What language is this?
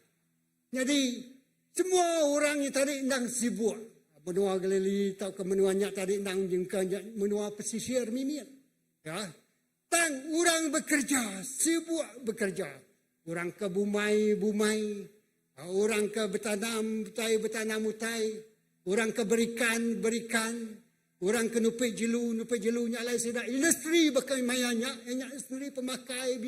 Iban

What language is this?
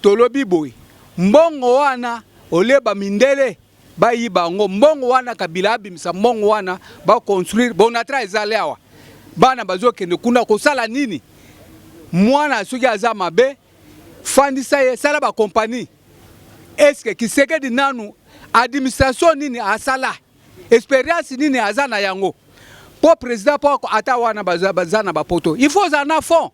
Lingala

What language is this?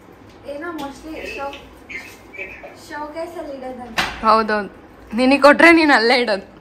Kannada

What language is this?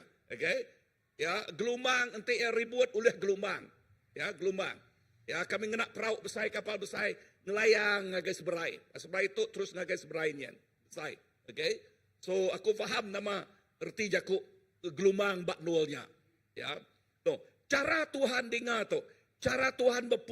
Iban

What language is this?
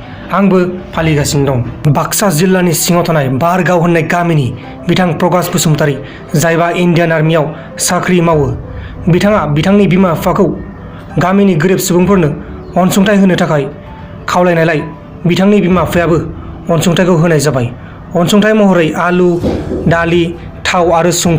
Bodo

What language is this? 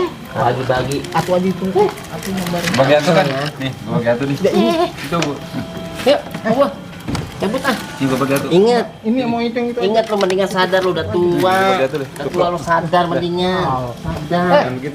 Betawi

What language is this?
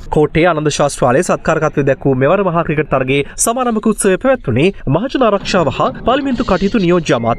Sinhala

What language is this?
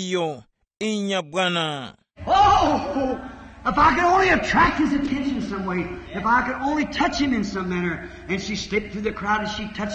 Tumbuka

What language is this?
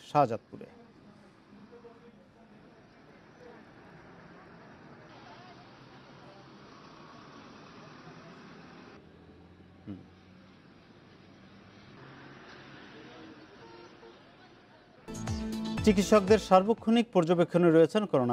Bangla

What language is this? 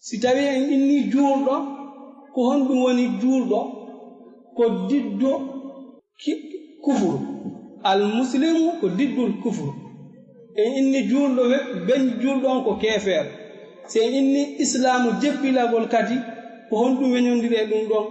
Fula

